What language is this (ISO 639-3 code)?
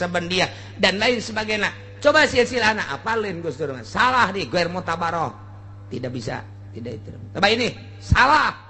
sun